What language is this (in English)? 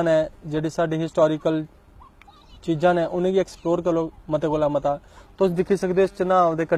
Dogri